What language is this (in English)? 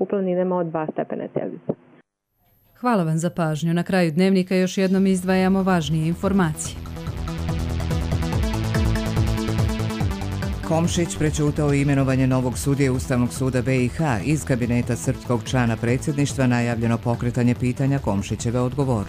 Bosnian